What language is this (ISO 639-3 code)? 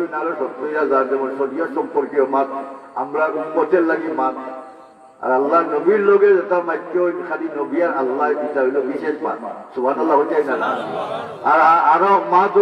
syl